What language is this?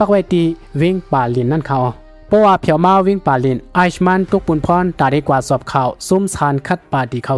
Shan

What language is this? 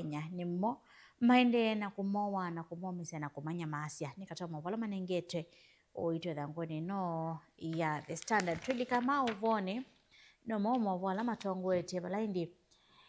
Kamba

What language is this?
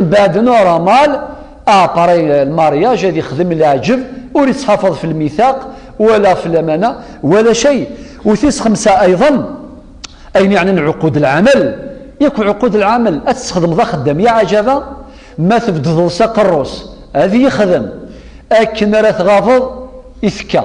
Kabyle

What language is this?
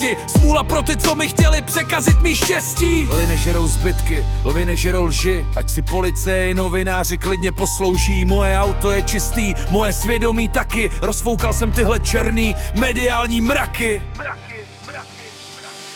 Czech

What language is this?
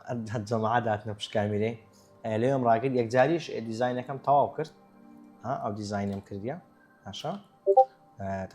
Central Kurdish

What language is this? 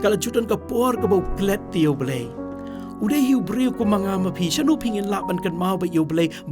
Khasi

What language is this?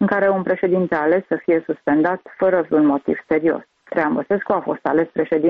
Romanian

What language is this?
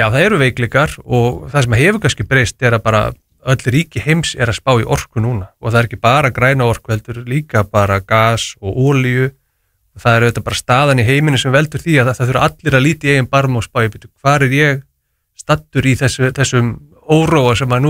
Icelandic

